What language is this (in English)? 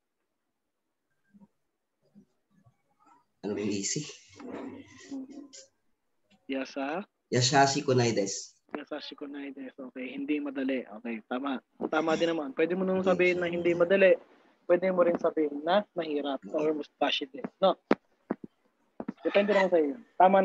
Filipino